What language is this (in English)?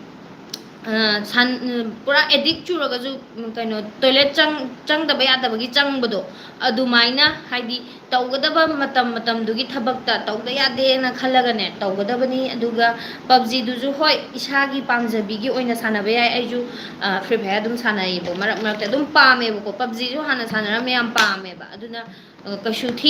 Manipuri